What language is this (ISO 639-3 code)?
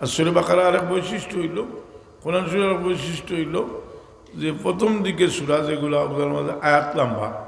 syl